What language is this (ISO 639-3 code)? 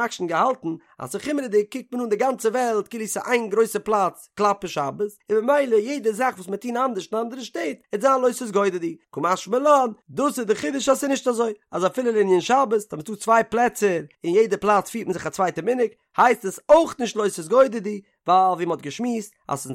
yid